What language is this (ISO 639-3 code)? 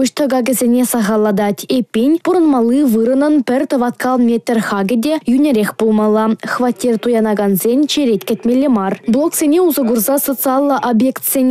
chv